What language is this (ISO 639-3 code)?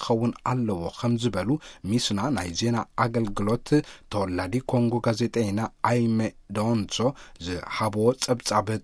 tir